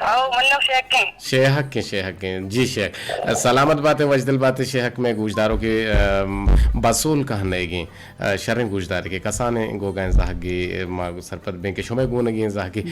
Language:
Eastern Balochi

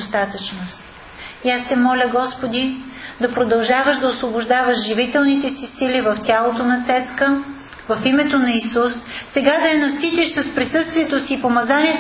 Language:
Bulgarian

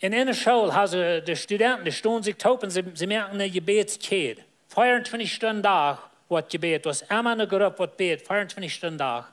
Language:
Plautdietsch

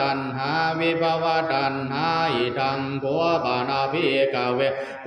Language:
Pali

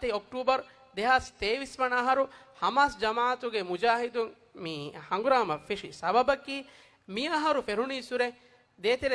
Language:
Divehi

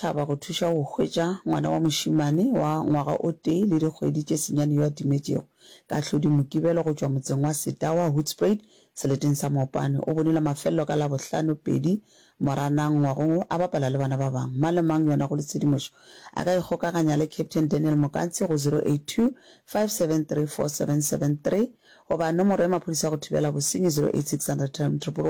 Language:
Northern Sotho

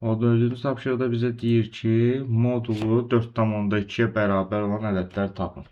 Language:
Azerbaijani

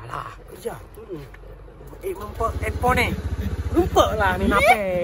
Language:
Achinese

